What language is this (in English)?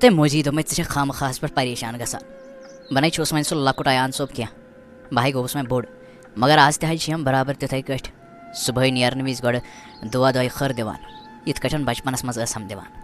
Kashmiri